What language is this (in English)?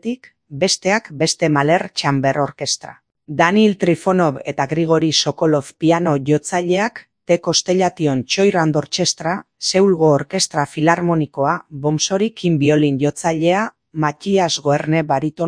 Basque